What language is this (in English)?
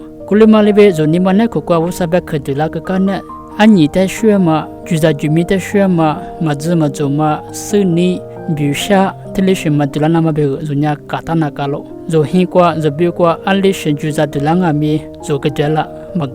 Lisu